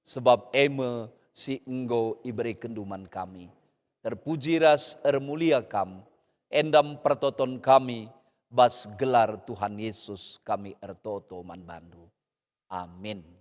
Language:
Batak Karo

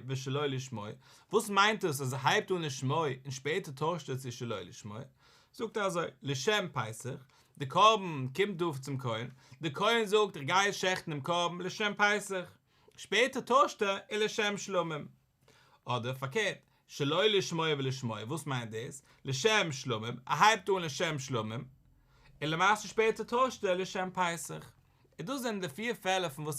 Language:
Yiddish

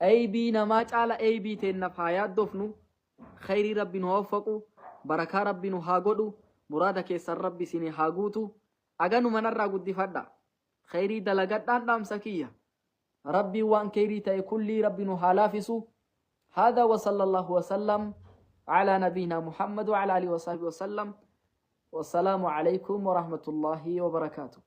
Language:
Oromo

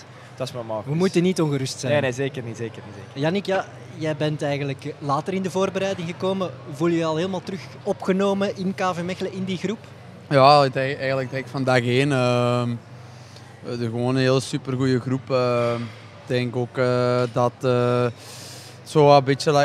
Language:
Dutch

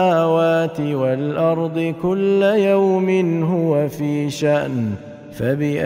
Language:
Arabic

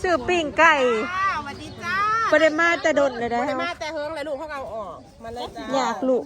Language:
Northeastern Thai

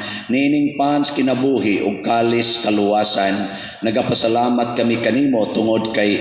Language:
Cebuano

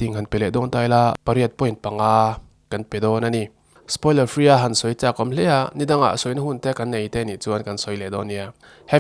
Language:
Mizo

